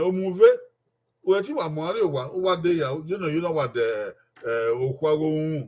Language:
Bini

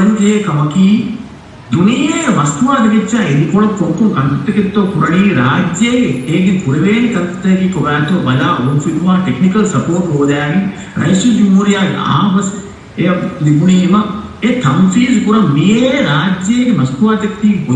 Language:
Divehi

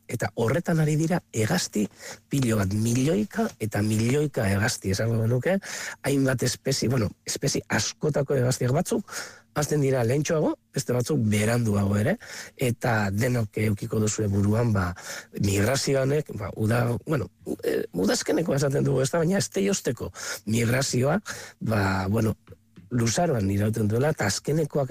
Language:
Basque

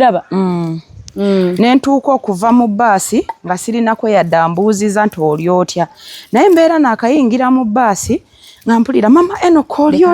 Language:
Ganda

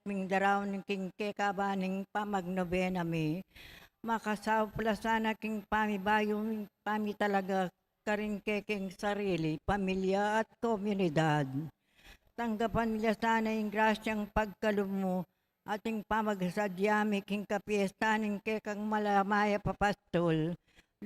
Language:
Pampanga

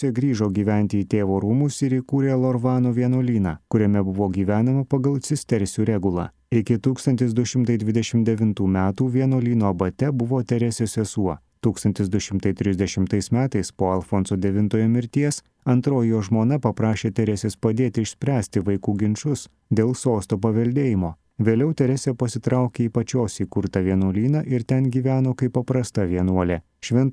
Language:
Lithuanian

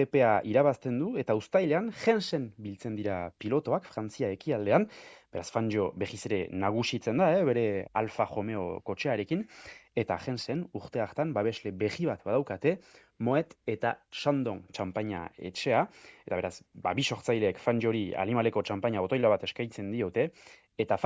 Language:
Basque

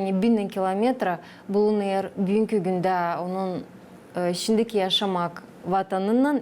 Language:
Gagauz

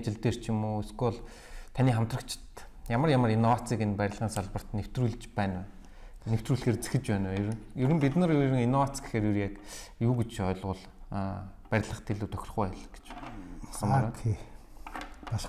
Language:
Mongolian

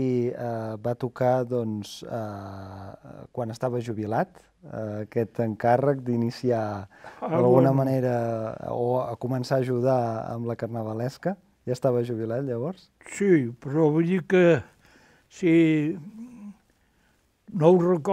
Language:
Catalan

